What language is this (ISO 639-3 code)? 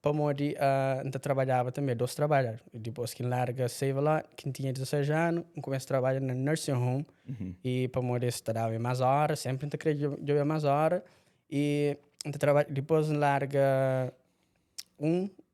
kea